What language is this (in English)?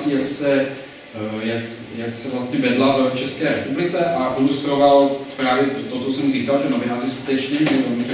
Czech